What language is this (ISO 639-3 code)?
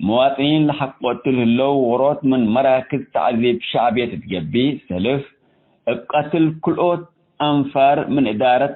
tig